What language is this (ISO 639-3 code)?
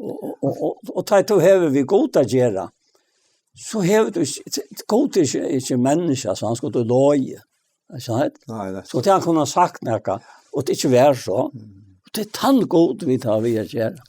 fao